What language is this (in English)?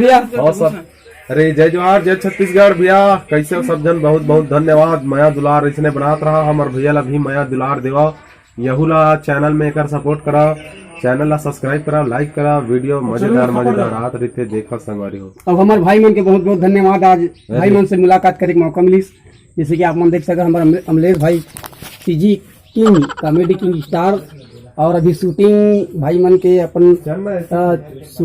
Chhattisgarhi